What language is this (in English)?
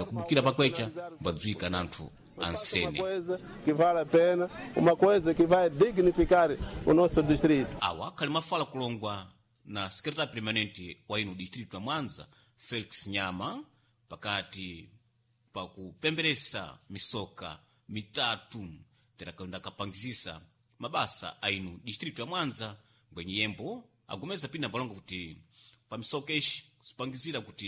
Sena